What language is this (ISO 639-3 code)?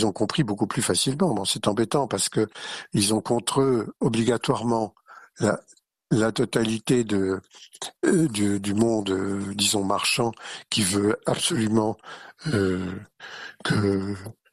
fra